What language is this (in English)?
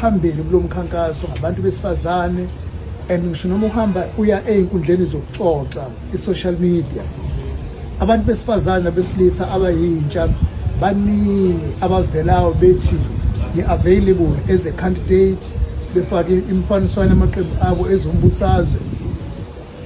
Zulu